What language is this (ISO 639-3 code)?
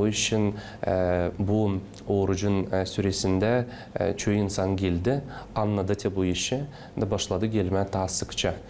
gag